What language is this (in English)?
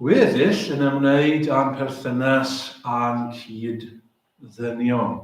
Welsh